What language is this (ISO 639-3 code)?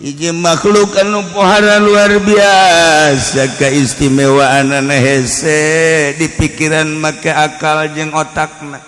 sun